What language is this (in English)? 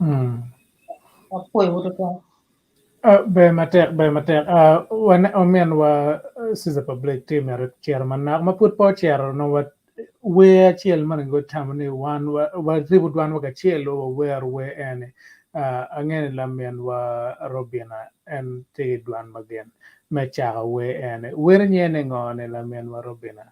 Acoli